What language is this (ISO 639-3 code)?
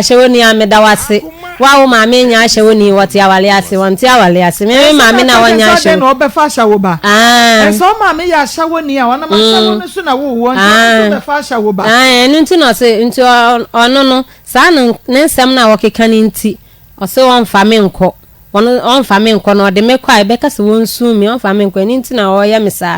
aka